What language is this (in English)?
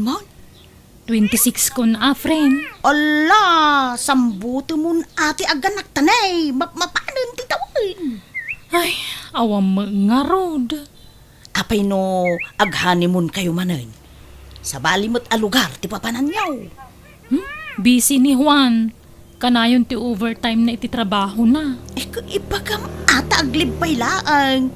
Iloko